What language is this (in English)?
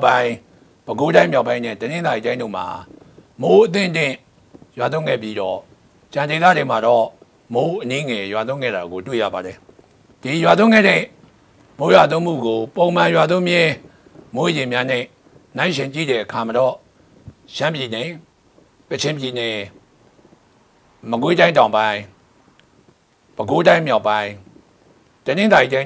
Burmese